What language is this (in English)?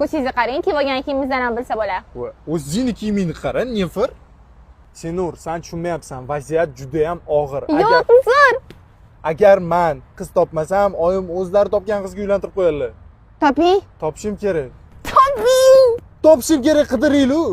Uzbek